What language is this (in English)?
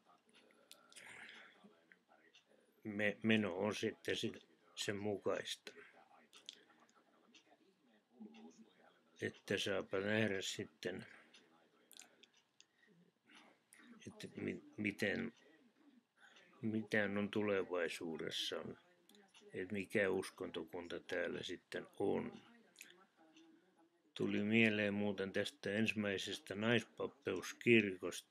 Finnish